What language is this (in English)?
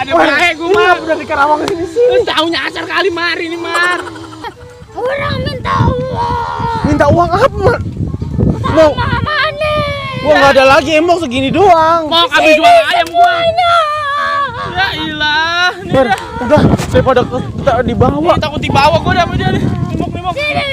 Betawi